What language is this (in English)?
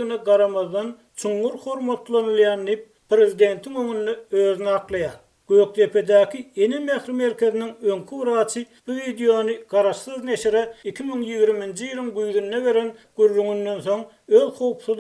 Turkmen